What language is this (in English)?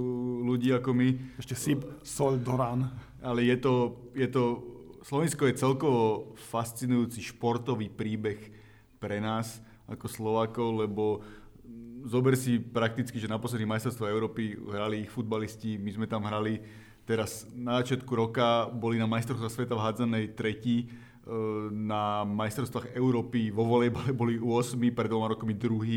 Slovak